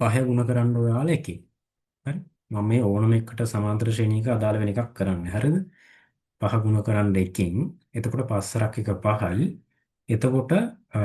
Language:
Sinhala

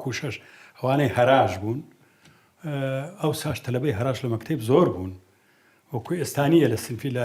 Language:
Central Kurdish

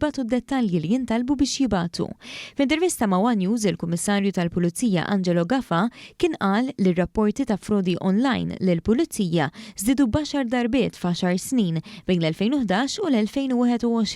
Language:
Maltese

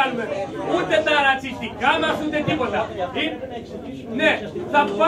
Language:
Greek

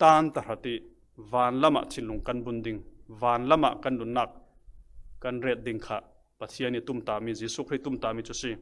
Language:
Falam Chin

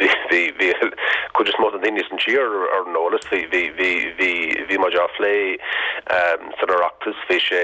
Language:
Irish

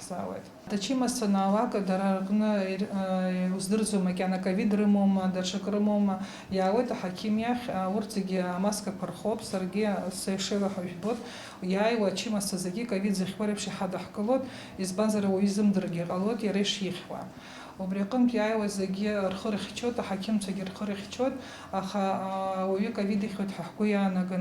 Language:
Abkhazian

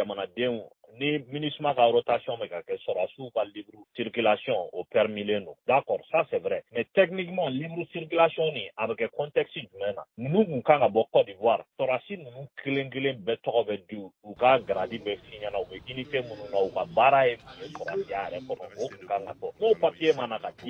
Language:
Bambara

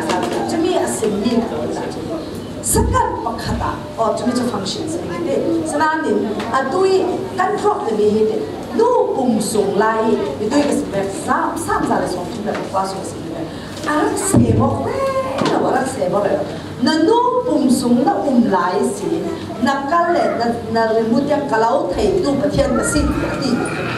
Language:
Falam Chin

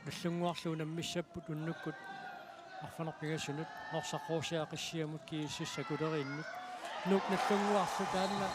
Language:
Kalaallisut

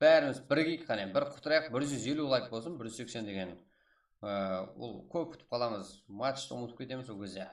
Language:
Kara-Kalpak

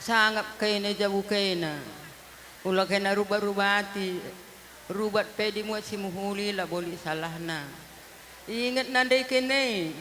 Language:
Batak Karo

